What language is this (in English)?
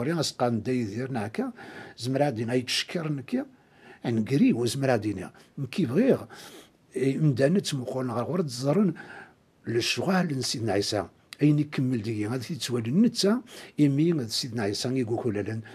Kabyle